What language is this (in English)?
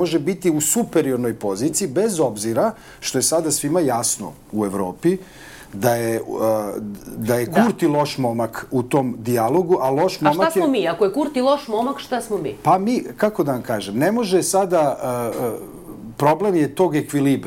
Serbian